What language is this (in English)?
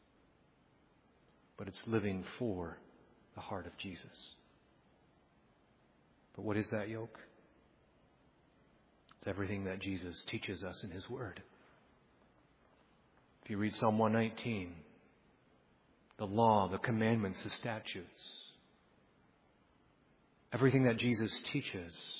English